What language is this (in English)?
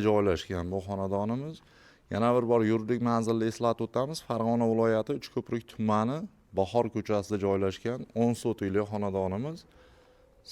Uzbek